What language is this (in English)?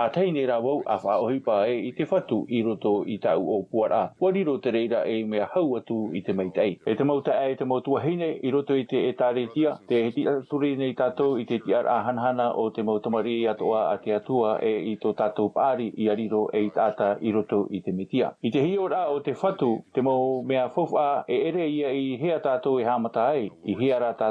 Tahitian